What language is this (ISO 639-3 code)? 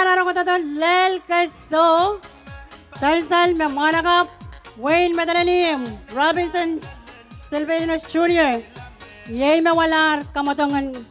pon